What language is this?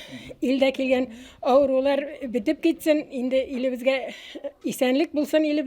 Bashkir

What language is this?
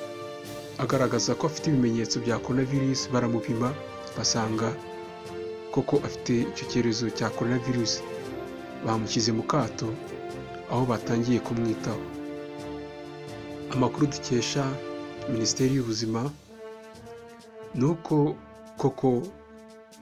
Kinyarwanda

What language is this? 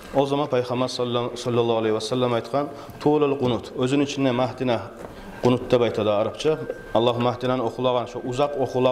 Kumyk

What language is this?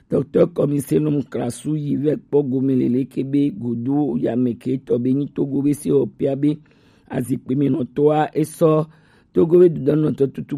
Gen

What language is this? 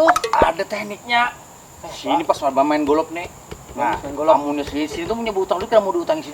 Banjar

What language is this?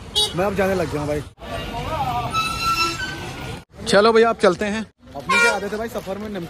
Hindi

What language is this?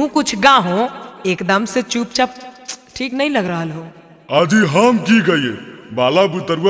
Magahi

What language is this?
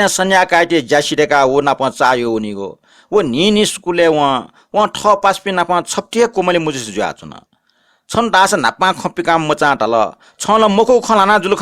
Newari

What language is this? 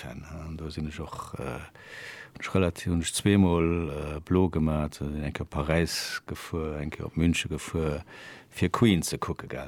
Luxembourgish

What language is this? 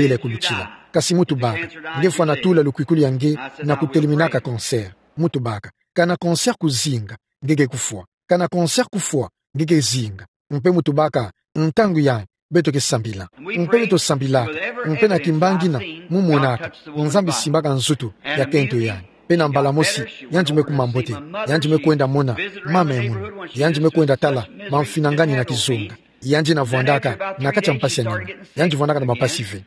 Kituba (Democratic Republic of Congo)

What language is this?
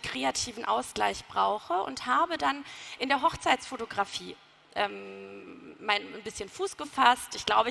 German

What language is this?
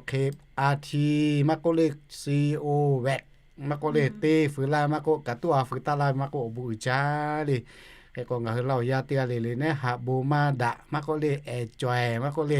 Lahu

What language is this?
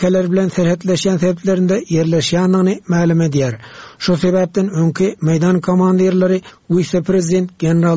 Turkmen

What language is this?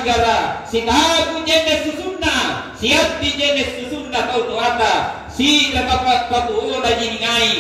Makasar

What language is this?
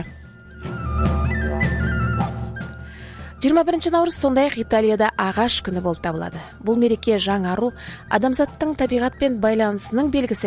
Kazakh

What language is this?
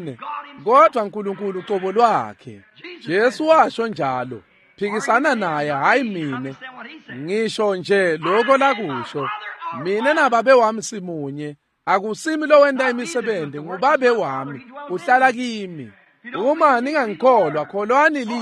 Swati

